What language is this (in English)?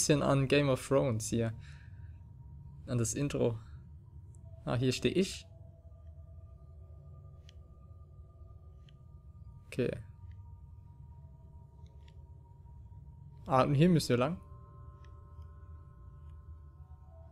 German